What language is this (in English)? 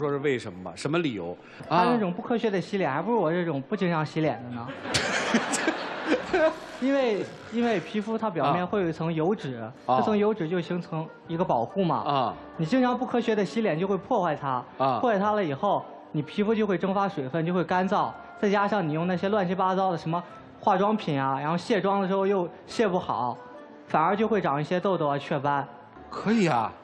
Chinese